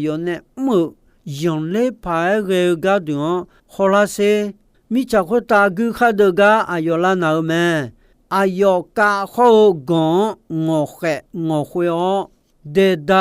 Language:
Akha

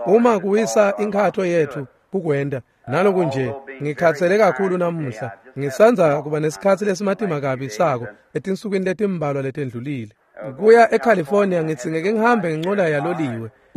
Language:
Swati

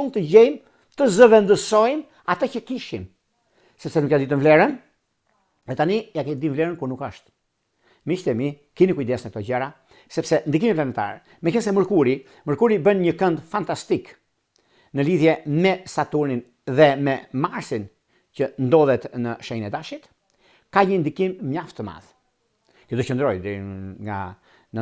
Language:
Albanian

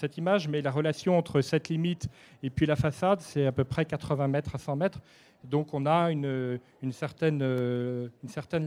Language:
French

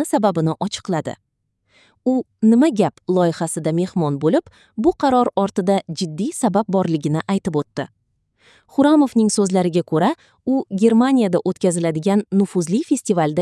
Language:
Uzbek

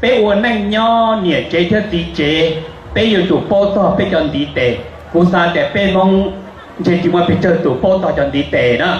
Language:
Hmong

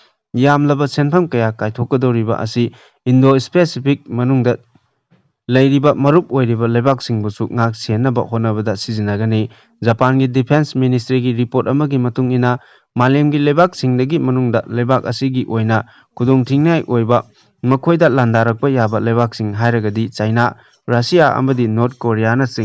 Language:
Manipuri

